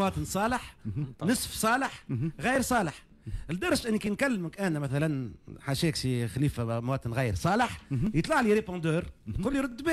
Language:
Tunisian Arabic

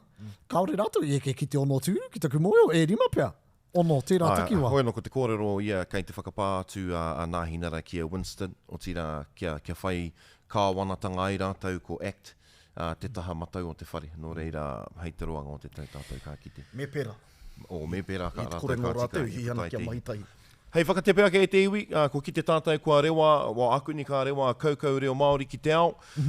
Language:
Māori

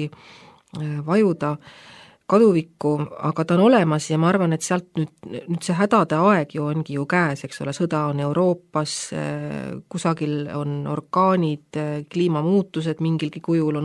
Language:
Estonian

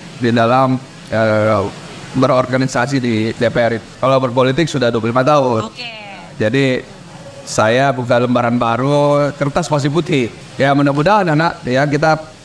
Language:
Indonesian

